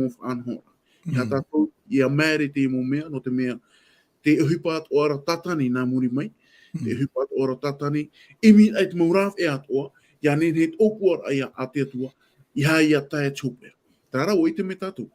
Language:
Tahitian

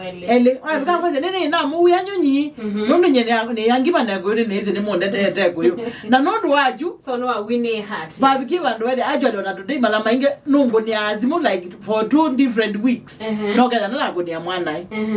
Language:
Kamba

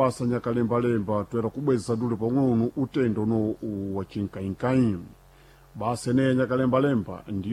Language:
Sena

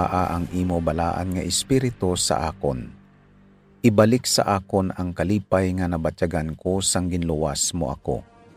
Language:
Hiligaynon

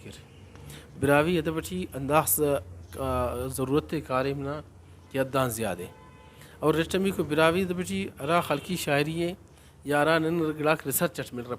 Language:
Brahui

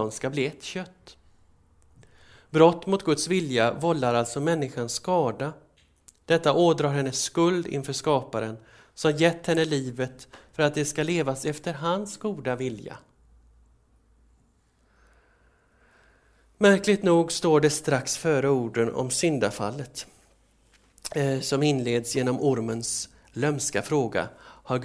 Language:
Swedish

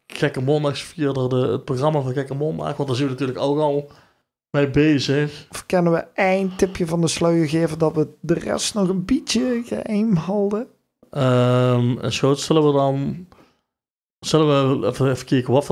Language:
Limburgish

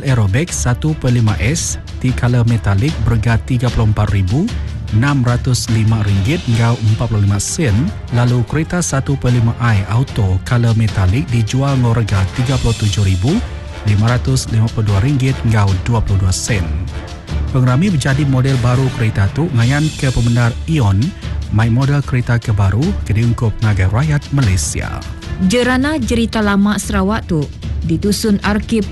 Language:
Iban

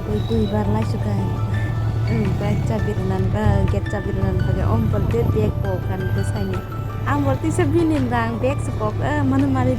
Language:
Kok Borok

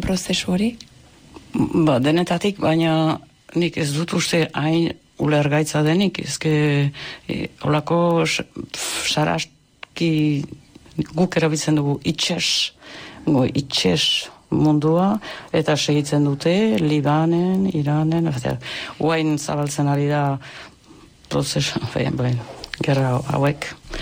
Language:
Basque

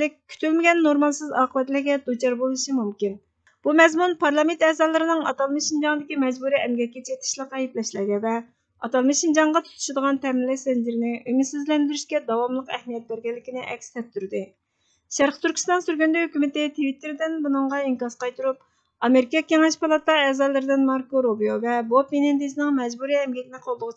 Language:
Uyghur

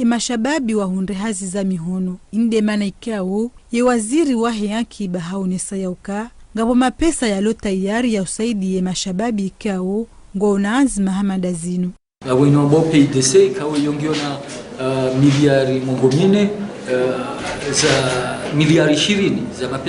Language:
Ngazidja Comorian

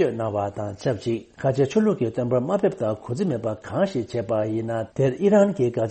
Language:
Tibetan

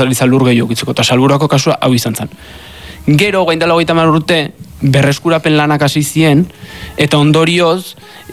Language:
Basque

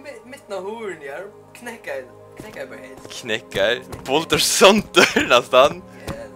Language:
Faroese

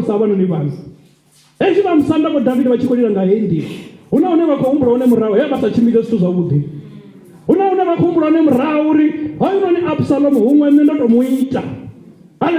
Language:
Venda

